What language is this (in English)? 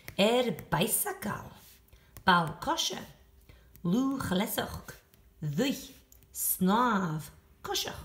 Scottish Gaelic